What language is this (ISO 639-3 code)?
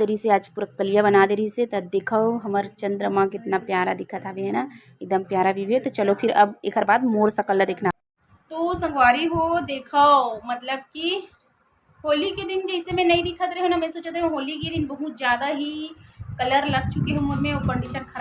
hne